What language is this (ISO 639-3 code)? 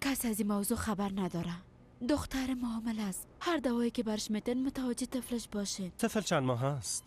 fas